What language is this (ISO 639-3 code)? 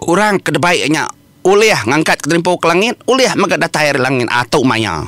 iba